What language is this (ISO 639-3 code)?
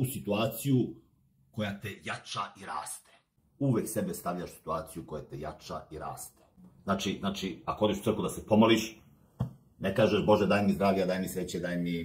srp